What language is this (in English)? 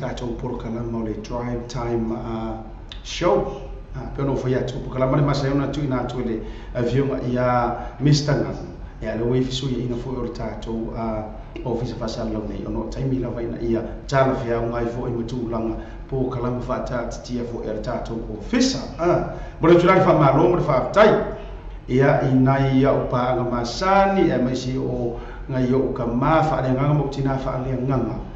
Samoan